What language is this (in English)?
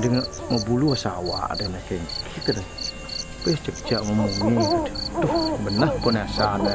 Balinese